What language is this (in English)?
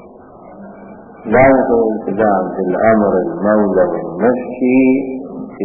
Arabic